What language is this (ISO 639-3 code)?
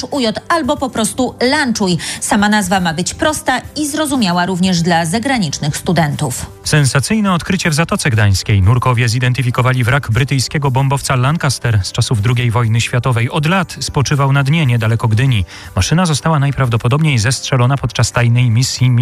pol